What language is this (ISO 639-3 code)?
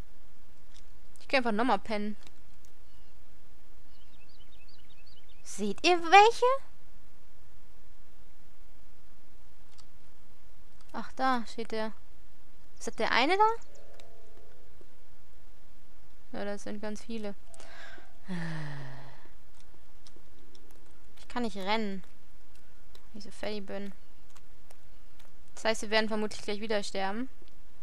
deu